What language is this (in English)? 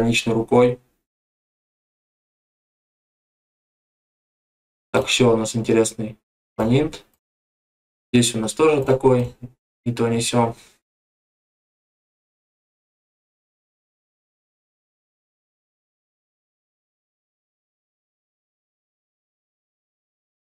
Russian